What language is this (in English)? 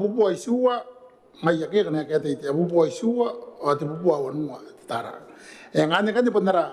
Gilbertese